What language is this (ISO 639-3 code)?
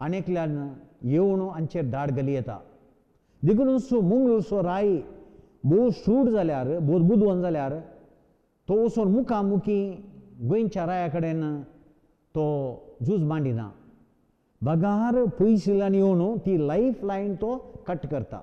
kok